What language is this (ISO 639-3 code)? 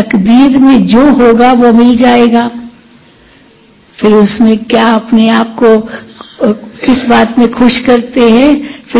hin